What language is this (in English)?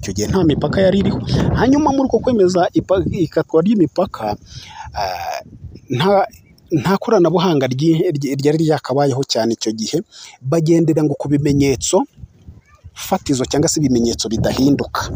Kinyarwanda